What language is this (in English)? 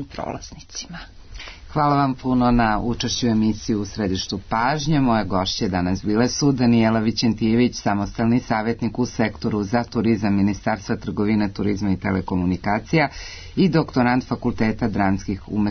Serbian